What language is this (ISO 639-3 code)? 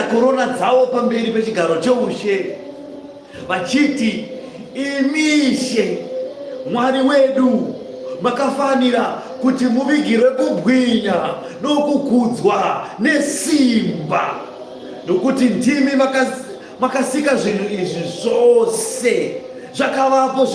sna